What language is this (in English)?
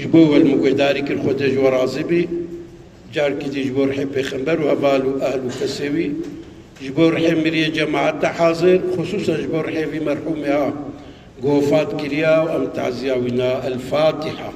Kurdish